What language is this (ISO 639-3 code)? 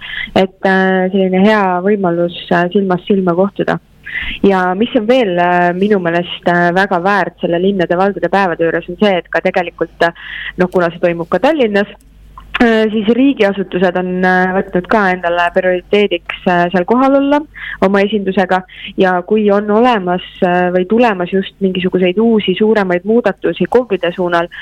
est